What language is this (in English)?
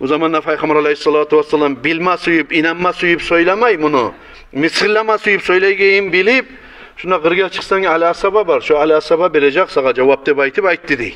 Kumyk